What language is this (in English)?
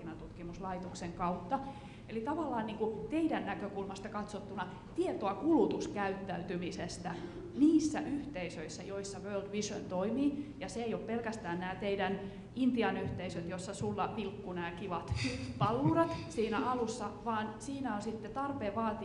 Finnish